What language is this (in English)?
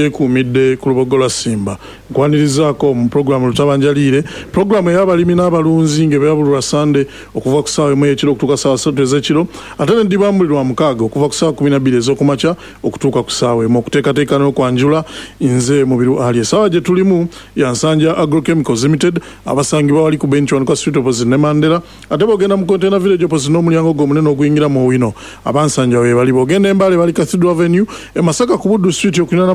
Ganda